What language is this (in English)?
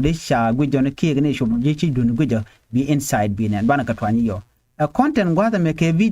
Nuer